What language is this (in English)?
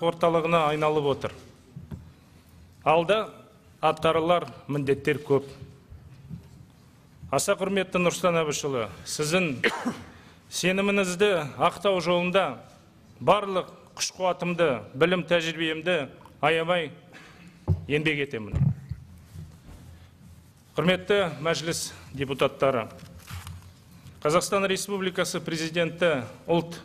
Kazakh